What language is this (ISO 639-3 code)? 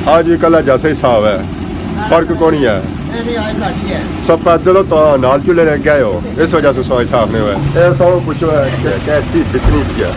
phr